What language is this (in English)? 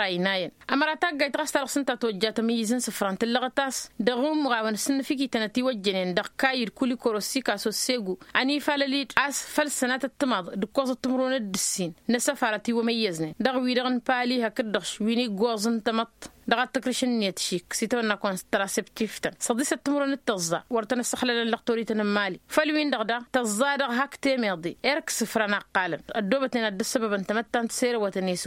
Tamasheq